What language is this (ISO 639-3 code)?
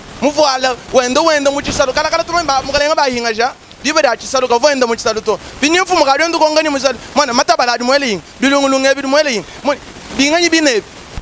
lua